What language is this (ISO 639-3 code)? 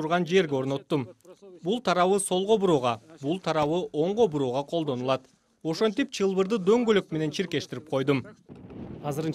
kir